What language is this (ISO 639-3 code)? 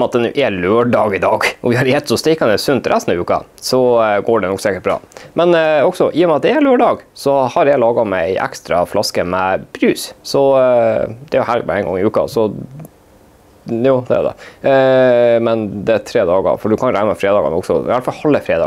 nor